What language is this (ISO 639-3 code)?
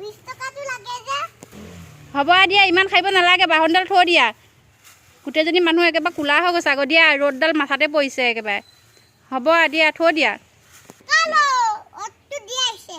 asm